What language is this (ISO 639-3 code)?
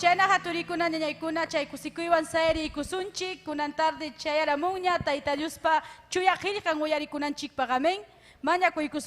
quy